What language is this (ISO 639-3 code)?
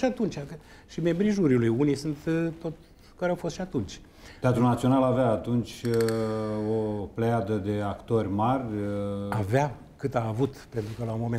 ron